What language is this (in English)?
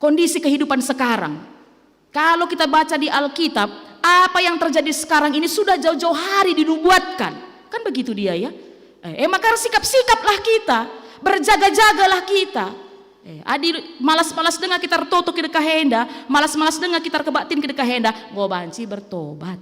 Batak Karo